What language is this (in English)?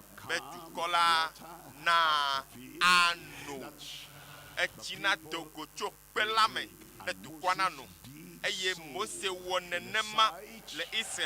Ewe